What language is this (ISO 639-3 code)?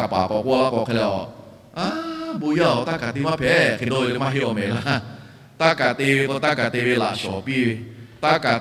lhu